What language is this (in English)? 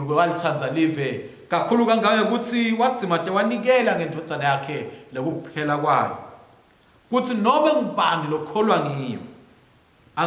Swati